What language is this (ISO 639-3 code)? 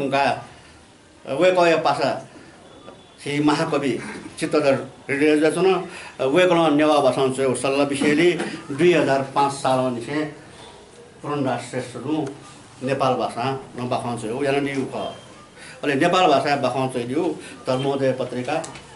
new